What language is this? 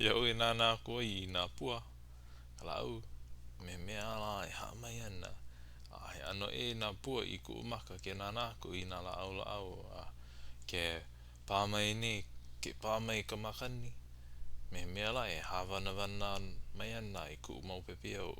Hawaiian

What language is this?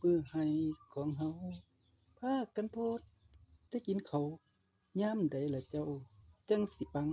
Northeastern Thai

